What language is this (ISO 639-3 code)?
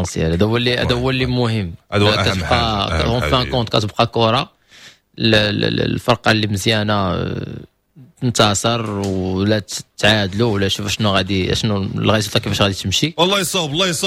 ary